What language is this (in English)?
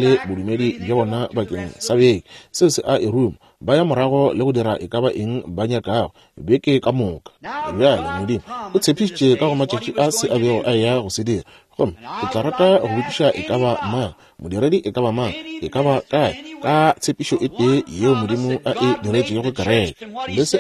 Northern Sotho